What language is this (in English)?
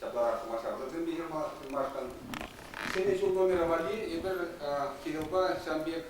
Chuvash